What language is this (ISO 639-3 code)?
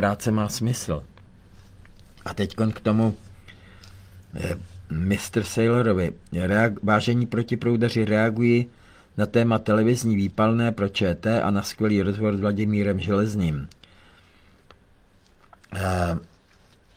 ces